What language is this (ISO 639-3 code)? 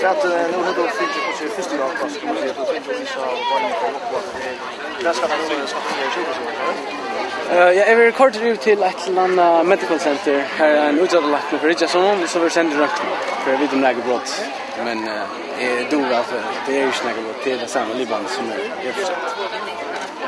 fao